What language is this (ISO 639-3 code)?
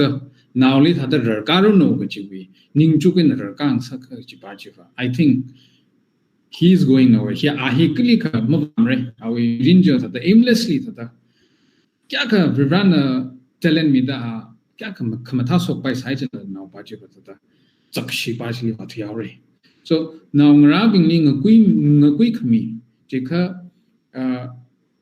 nmf